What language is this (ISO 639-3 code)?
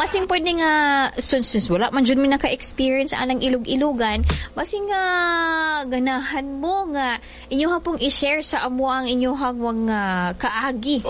ceb